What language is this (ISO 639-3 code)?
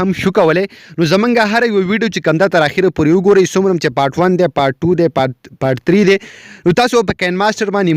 pus